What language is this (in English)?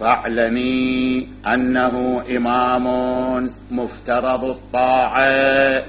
Mesopotamian Arabic